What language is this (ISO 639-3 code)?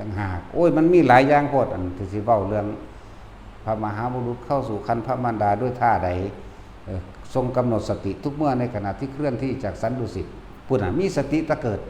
tts